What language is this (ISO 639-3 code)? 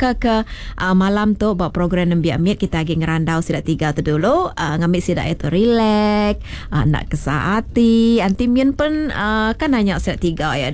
iba